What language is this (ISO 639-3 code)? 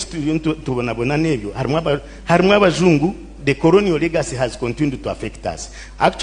nyn